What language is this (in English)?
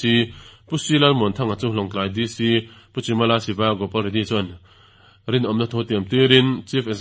Mizo